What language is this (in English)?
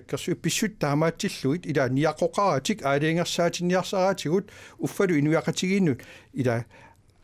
Kalaallisut